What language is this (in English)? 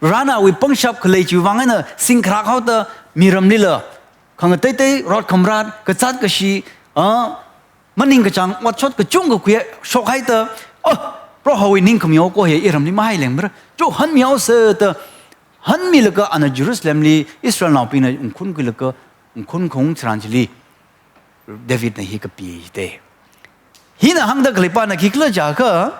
Tangkhul Naga (India)